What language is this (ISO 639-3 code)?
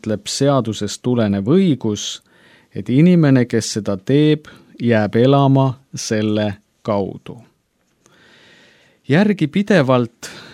est